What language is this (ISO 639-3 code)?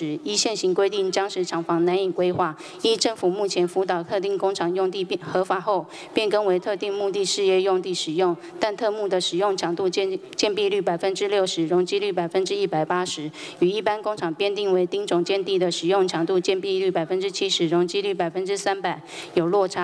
zho